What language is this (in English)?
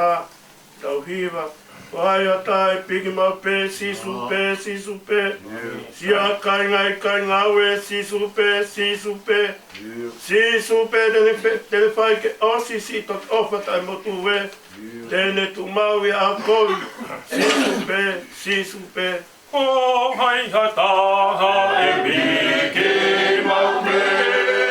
Tongan